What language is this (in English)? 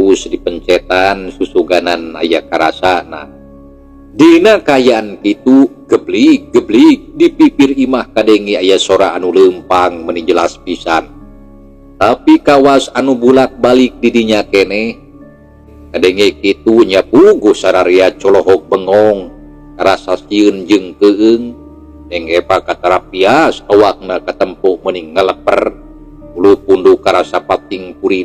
Sundanese